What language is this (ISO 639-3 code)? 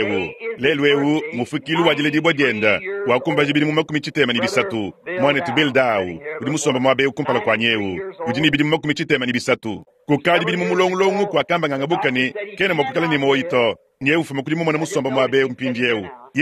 lua